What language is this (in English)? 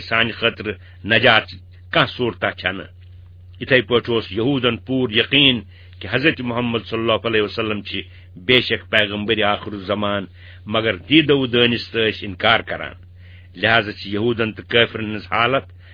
Kashmiri